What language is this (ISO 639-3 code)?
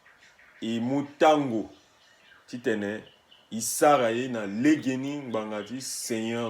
sag